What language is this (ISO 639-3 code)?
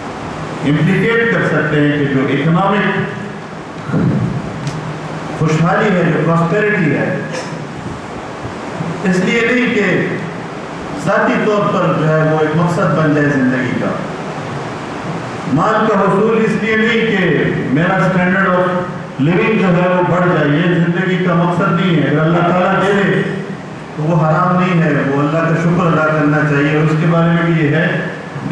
urd